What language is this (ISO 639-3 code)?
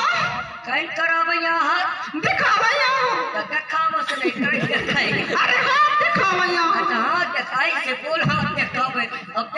hne